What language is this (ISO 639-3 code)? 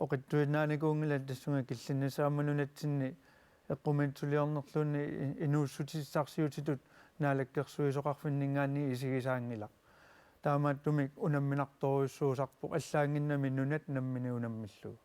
kal